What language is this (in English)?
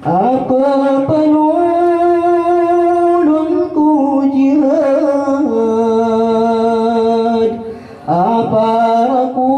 Maranao